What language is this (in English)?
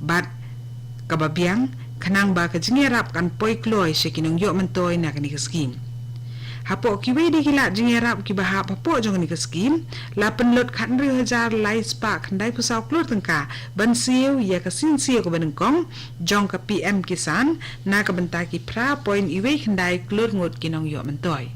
Khasi